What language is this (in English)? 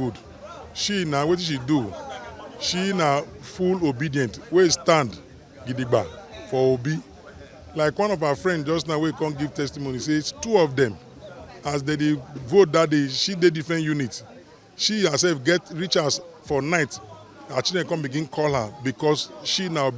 Nigerian Pidgin